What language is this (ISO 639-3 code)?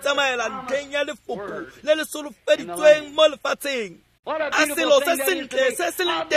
tsn